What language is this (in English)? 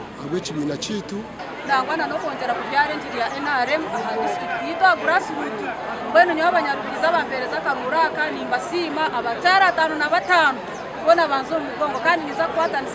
Nyankole